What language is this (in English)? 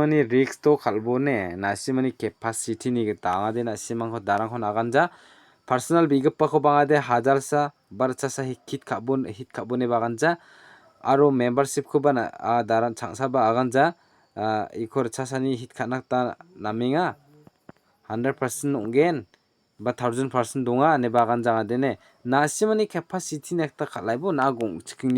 Garo